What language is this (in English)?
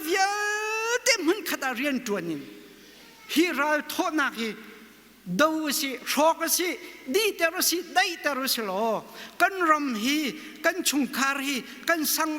Hakha Chin